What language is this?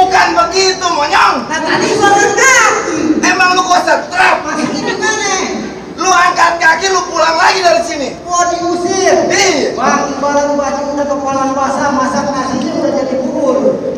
Betawi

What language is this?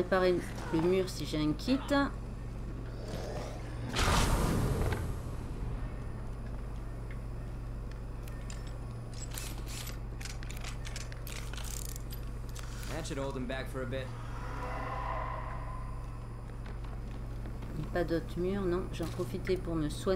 French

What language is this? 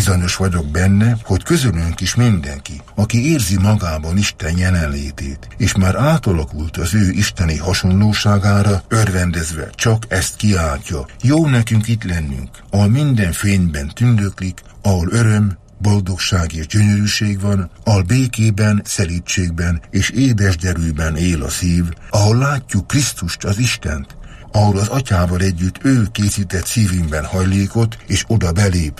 Hungarian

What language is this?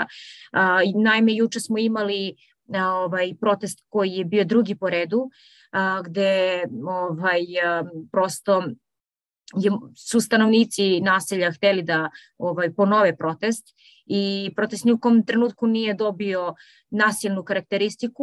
Serbian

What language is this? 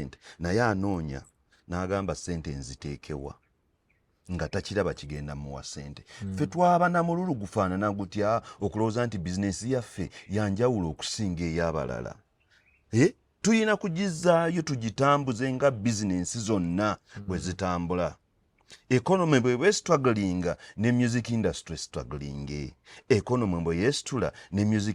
Ganda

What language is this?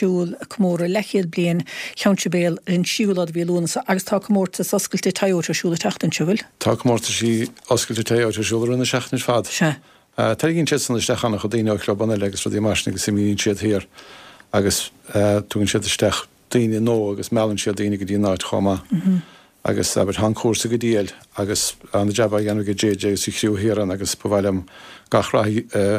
Irish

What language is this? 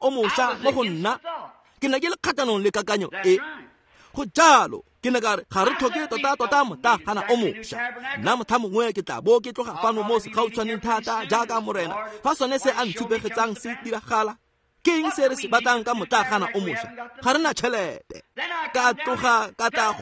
Tswana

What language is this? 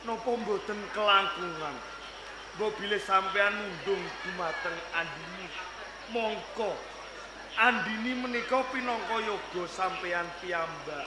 Javanese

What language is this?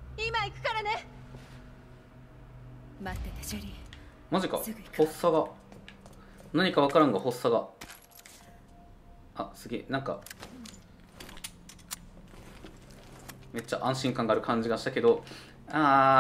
Japanese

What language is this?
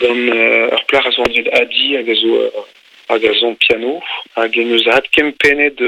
Breton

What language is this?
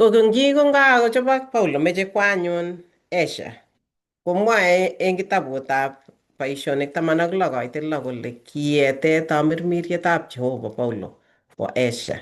Kalenjin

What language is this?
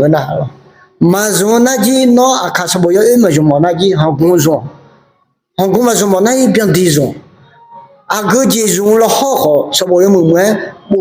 Akha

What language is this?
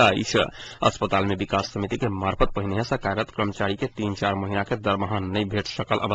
Maithili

